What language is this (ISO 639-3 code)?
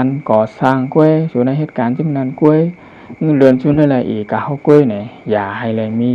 shn